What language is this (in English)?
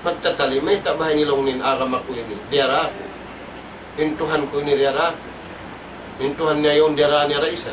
Tausug